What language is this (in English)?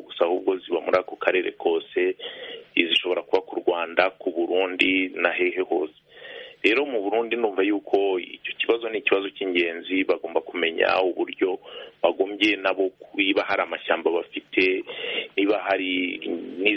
Kinyarwanda